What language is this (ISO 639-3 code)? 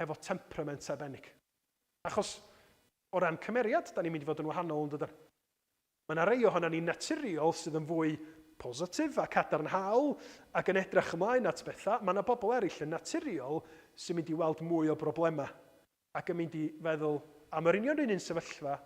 cym